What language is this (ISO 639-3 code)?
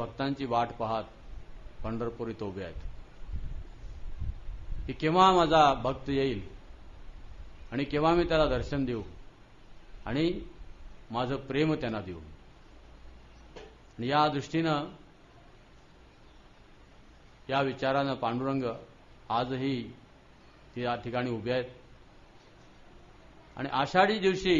mar